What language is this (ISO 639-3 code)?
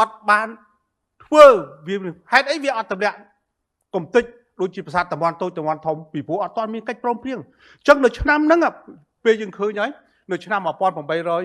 khm